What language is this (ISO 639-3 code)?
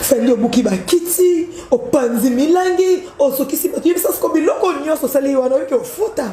lin